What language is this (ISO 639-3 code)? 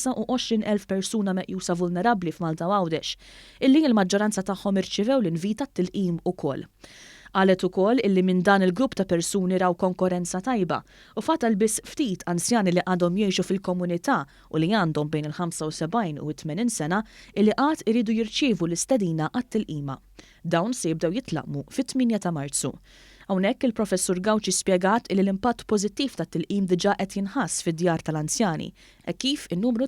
mlt